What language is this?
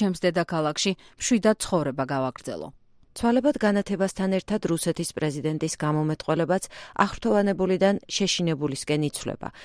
Georgian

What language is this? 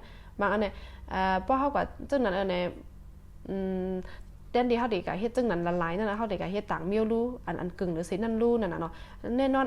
Shan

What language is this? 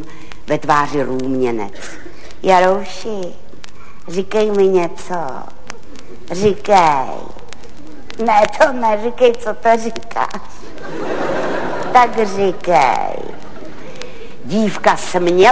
Czech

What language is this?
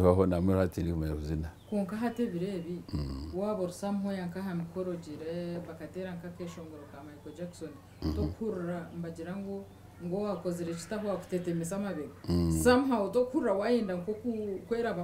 Nyankole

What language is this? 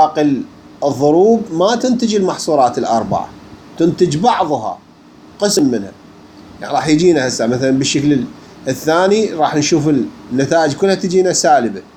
Mesopotamian Arabic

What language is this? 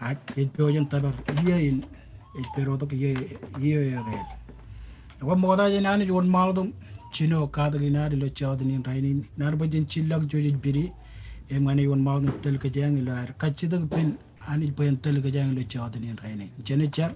Marshallese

